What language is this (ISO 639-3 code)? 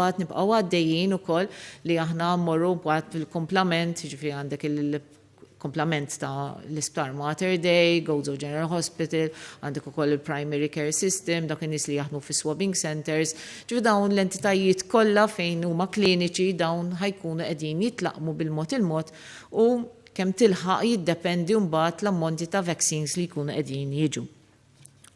mlt